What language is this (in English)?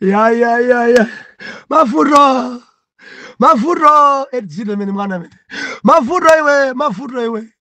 Nyanja